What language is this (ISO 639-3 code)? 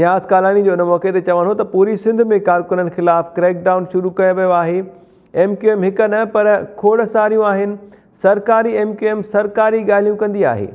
snd